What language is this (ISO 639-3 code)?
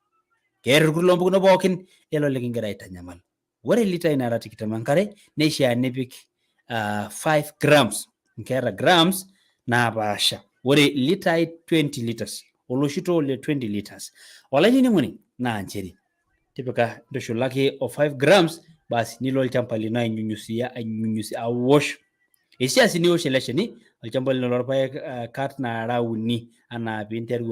mas